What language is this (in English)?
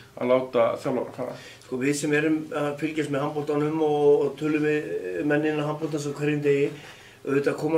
Icelandic